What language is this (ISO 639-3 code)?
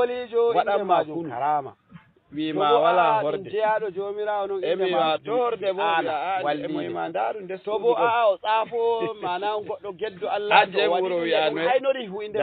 ful